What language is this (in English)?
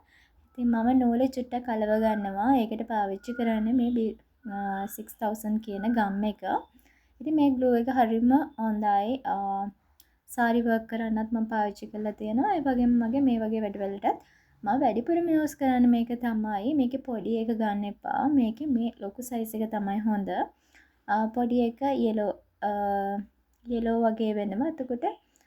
Sinhala